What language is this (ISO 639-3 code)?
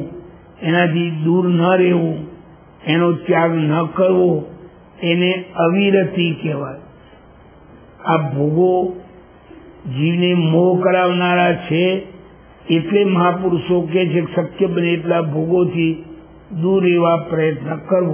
guj